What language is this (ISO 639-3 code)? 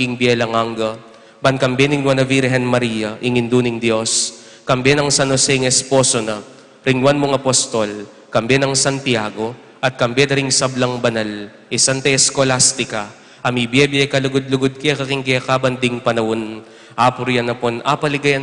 pam